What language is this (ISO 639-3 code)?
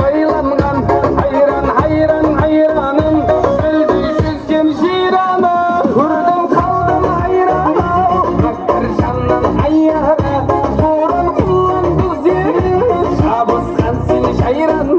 kaa